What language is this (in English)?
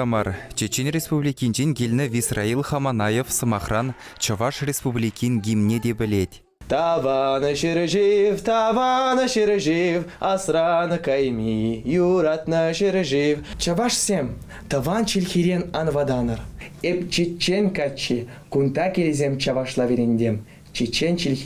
Chuvash